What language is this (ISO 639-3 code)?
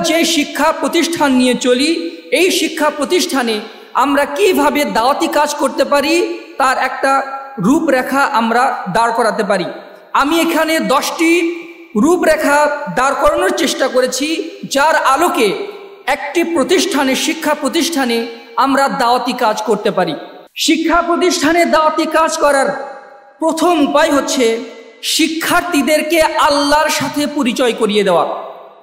ben